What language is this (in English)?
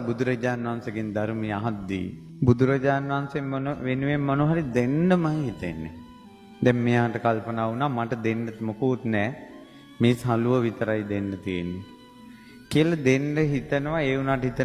Sinhala